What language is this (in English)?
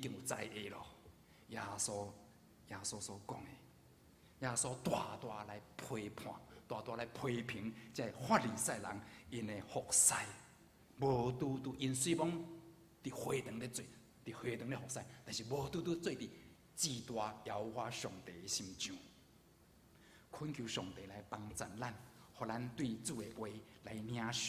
Min Nan Chinese